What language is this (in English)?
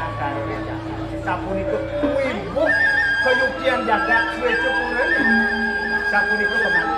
Balinese